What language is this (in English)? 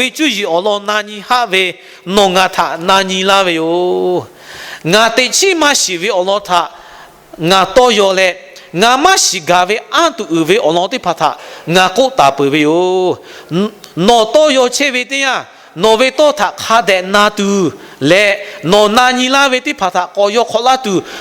Lahu